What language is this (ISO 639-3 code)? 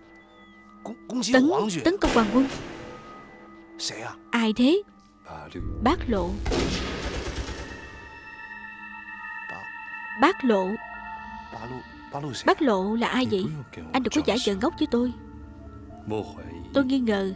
vie